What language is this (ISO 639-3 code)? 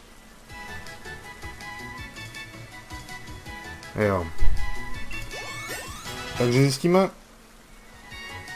ces